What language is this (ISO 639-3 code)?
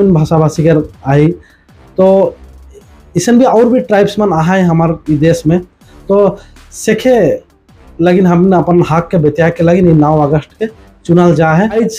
sck